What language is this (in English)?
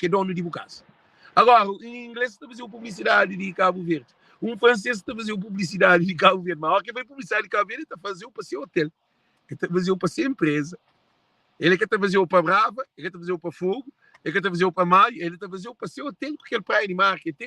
Kabuverdianu